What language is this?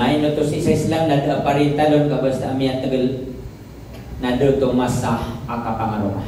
Maranao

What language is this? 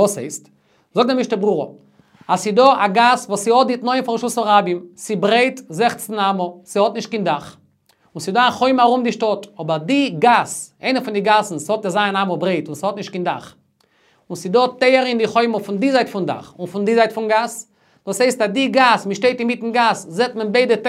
Yiddish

